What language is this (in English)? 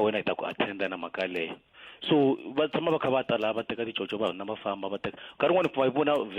Tsonga